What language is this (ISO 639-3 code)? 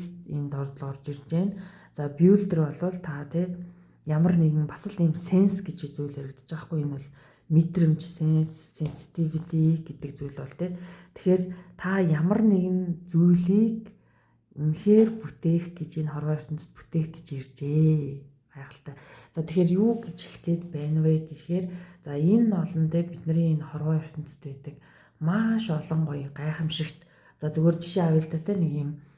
mon